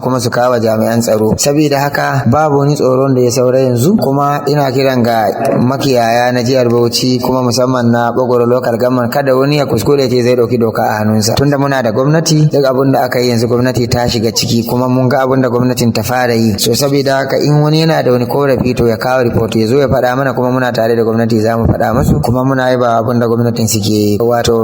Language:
Hausa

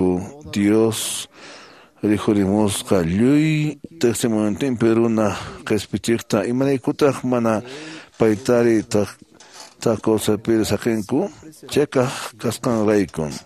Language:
Quechua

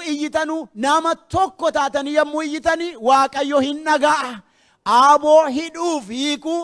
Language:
Oromo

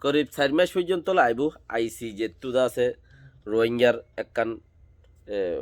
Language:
Rohingya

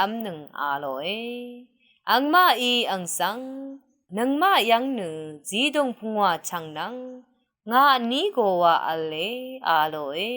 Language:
Rawang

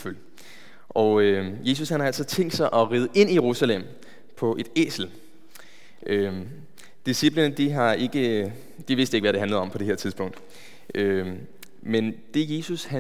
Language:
Danish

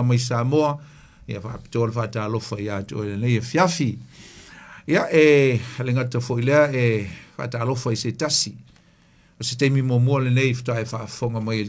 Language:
Samoan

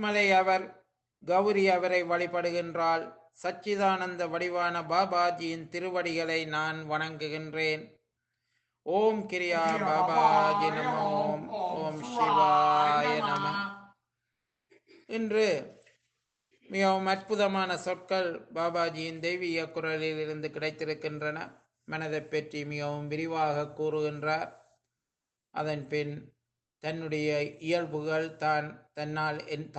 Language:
Tamil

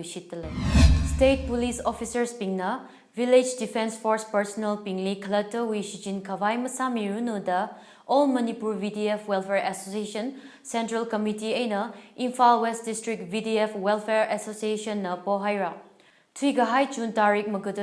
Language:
Tangkhul Naga (India)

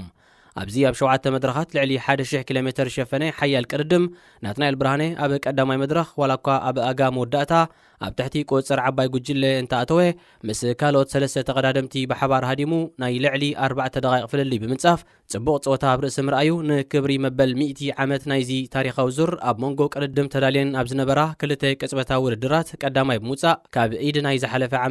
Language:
Tigrinya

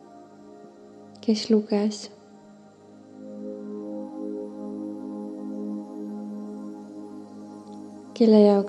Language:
Estonian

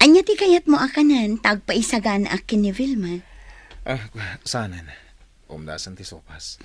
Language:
Iloko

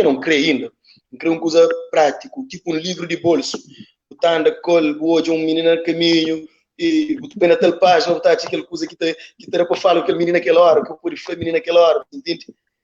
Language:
Kabuverdianu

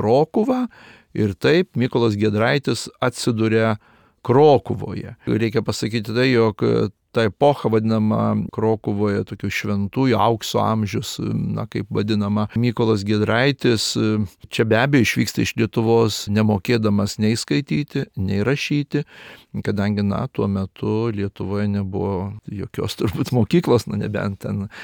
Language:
Lithuanian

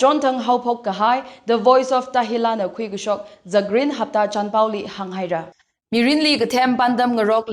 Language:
Tangkhul Naga (India)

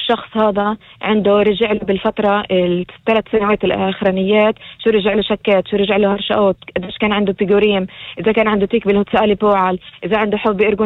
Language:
North Levantine Arabic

